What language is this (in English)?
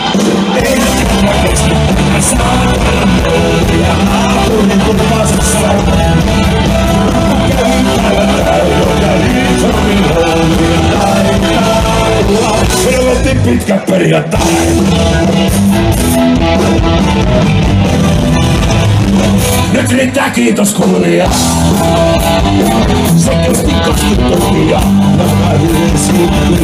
Finnish